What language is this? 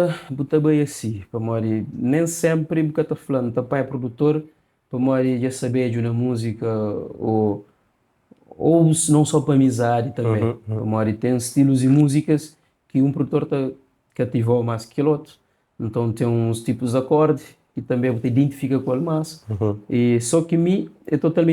Kabuverdianu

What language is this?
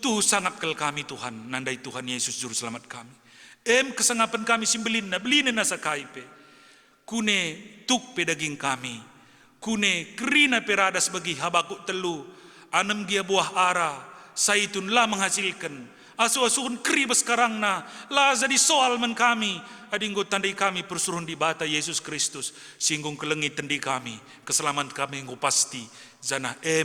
Batak Karo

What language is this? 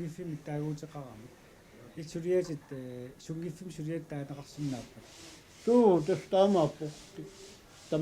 Kalaallisut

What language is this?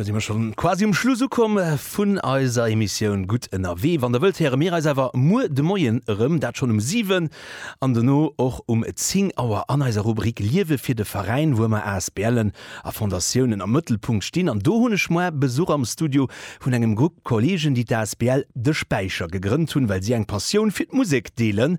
Luxembourgish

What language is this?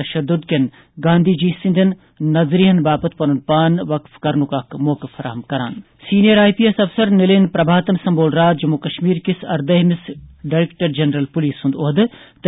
Kashmiri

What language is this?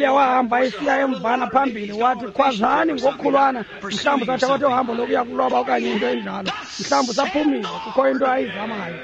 Xhosa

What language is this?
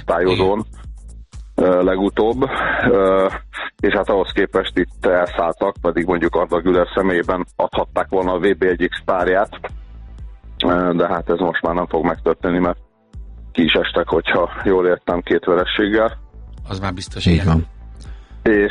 Hungarian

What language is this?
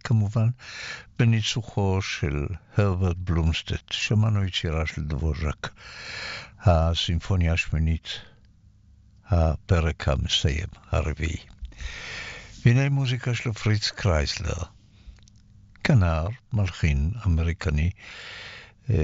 Hebrew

